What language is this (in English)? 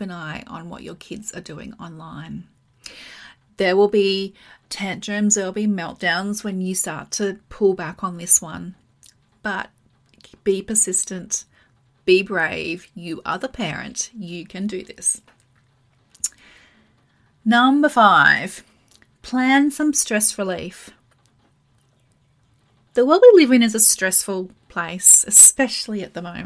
English